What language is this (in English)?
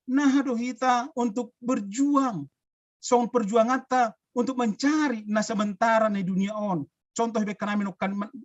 Batak Simalungun